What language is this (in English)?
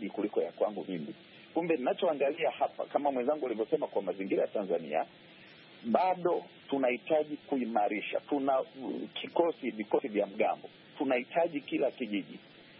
Swahili